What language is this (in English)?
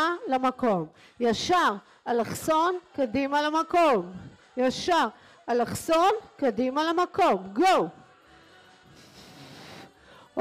Hebrew